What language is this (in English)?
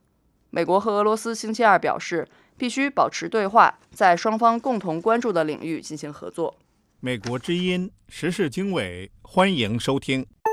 Chinese